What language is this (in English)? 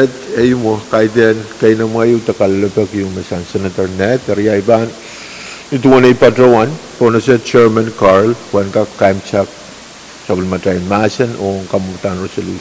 Pohnpeian